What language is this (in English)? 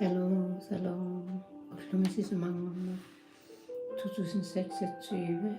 Kalaallisut